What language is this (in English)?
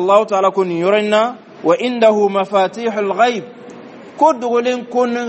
Bambara